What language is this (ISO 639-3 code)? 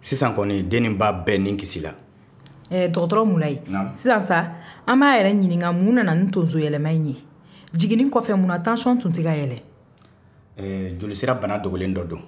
bam